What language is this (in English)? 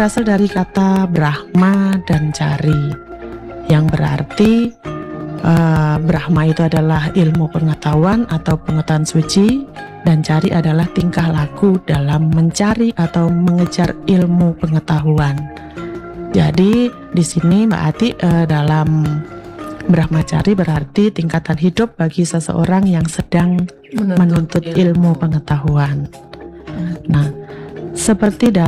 Indonesian